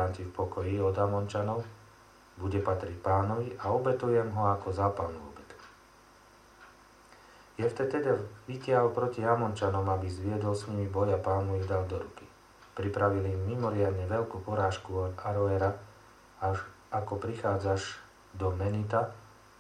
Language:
Slovak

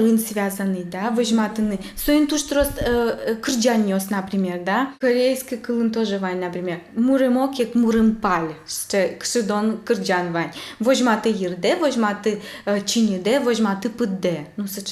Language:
Udmurt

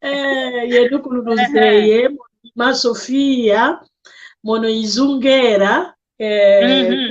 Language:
San Salvador Kongo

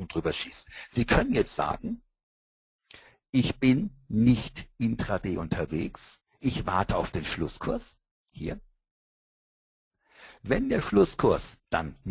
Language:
German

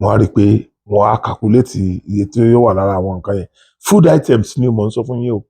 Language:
Yoruba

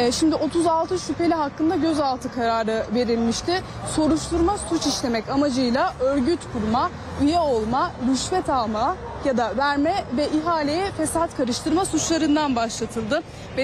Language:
Turkish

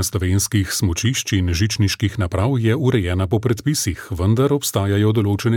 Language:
Slovenian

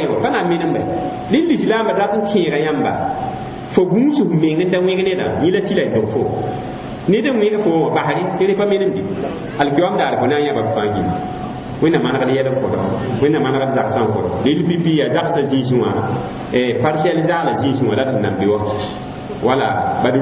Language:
Mossi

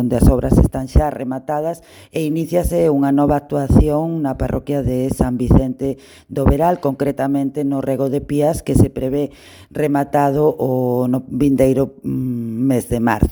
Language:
Galician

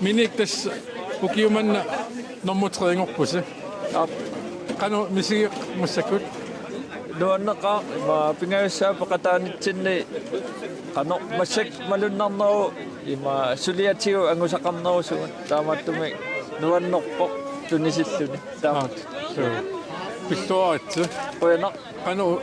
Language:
Kalaallisut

